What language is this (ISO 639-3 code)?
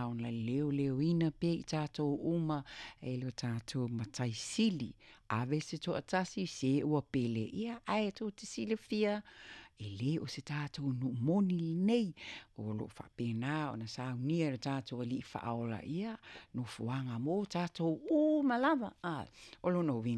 smo